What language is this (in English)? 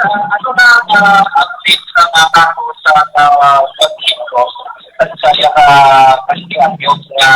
Hiligaynon